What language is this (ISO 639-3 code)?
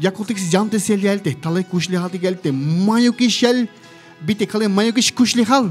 tzh